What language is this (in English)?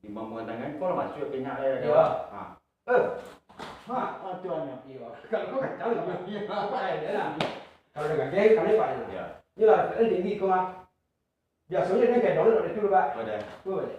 Minangkabau